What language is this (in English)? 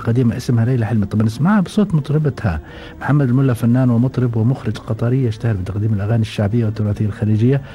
Gulf Arabic